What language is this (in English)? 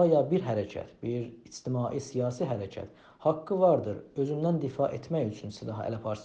South Azerbaijani